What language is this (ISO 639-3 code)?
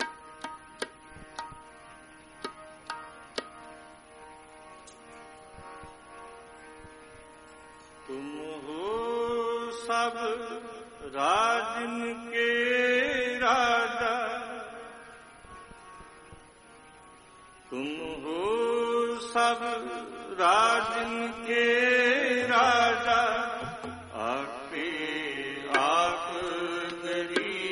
pan